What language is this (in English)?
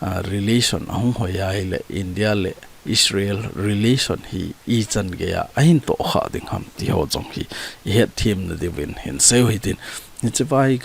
Thado Chin